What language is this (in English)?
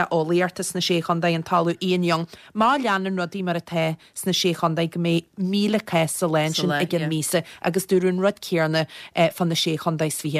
Irish